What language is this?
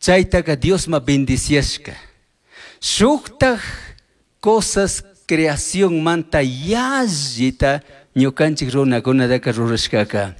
Chimborazo Highland Quichua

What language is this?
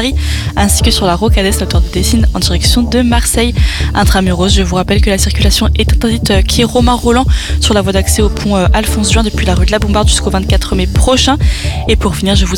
French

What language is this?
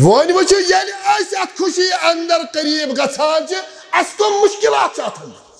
Kashmiri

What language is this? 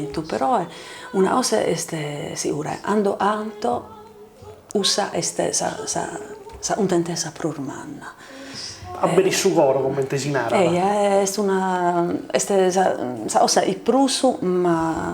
Sardinian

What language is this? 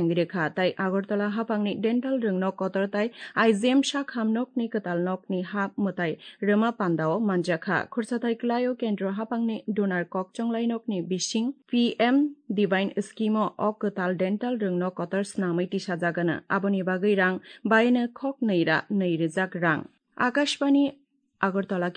Kok Borok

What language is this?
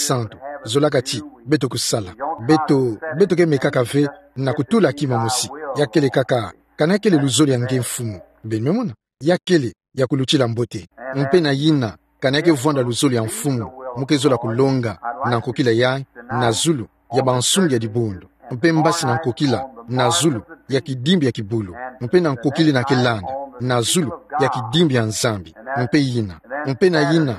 Kituba (Democratic Republic of Congo)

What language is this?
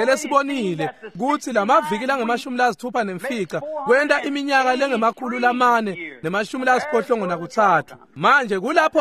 Swati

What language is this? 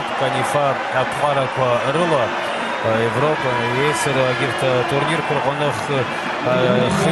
Abkhazian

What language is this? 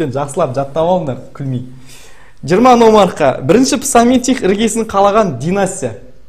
Kazakh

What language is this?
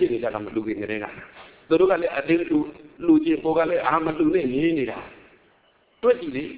Burmese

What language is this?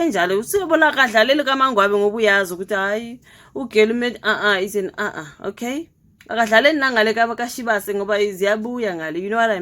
Zulu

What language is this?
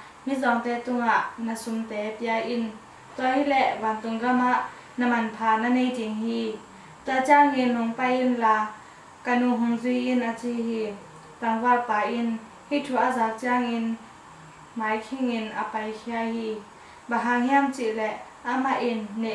Tedim Chin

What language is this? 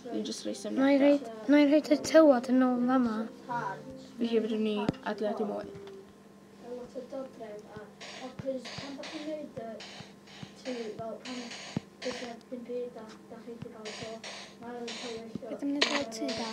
Welsh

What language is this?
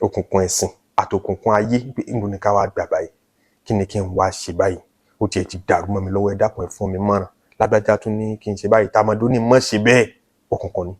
Yoruba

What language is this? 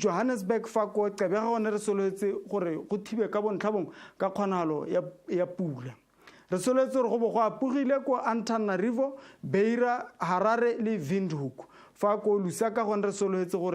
Tswana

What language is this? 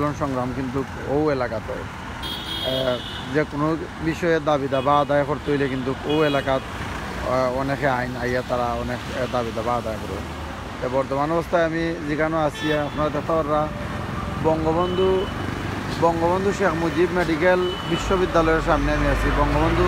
Sylheti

